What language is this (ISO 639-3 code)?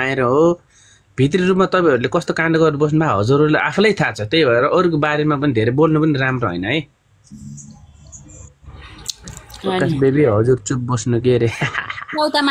nep